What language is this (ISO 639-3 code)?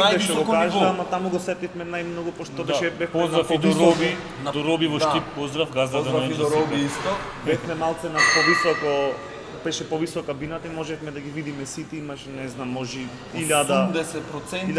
mkd